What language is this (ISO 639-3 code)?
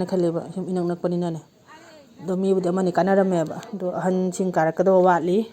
mni